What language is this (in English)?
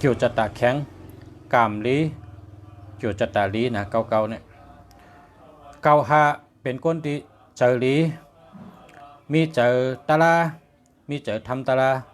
Shan